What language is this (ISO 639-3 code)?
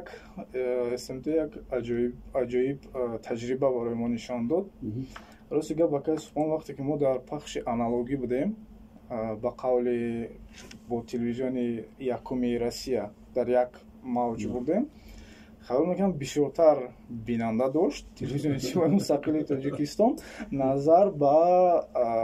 tgk